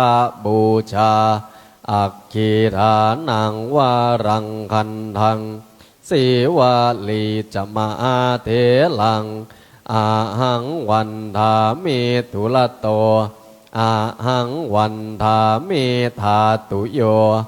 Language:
Pali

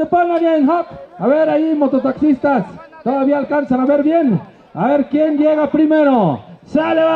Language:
Tlahuitoltepec Mixe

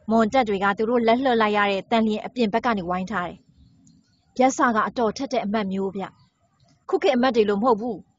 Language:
Burmese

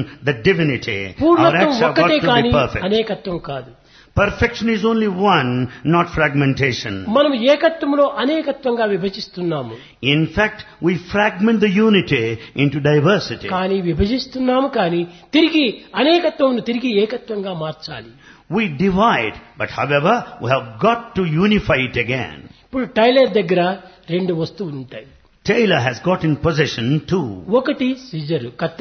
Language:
Telugu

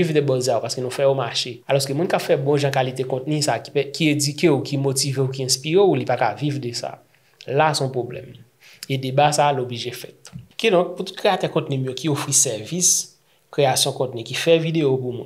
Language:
Haitian Creole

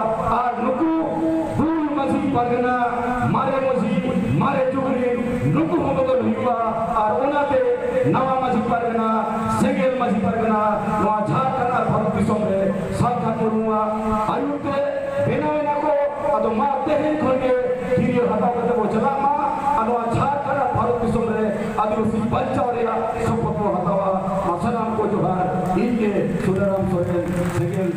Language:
Santali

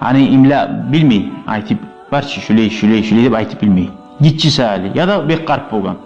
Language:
Kumyk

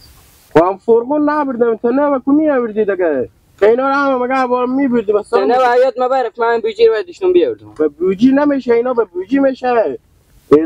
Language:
Persian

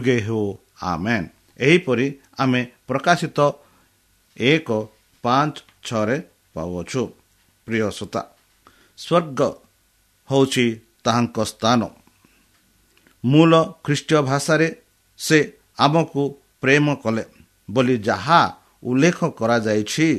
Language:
Odia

